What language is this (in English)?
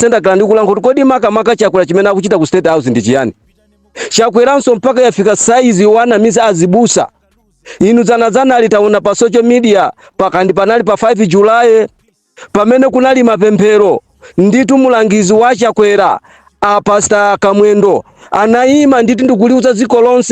Nyanja